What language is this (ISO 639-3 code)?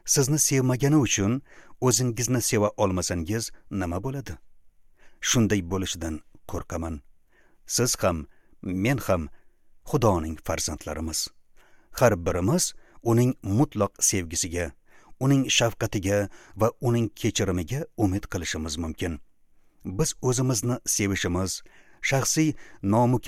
uzb